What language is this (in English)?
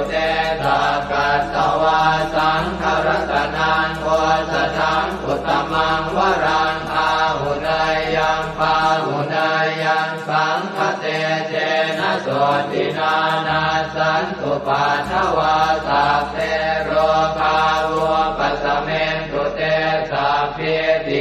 Pali